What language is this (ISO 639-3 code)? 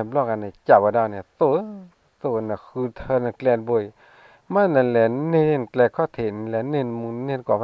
ksw